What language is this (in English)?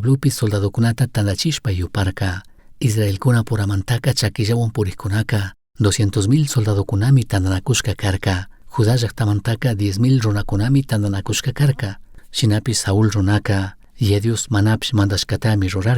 Chimborazo Highland Quichua